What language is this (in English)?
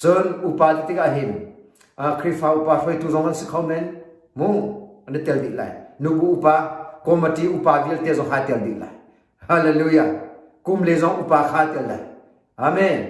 Hakha Chin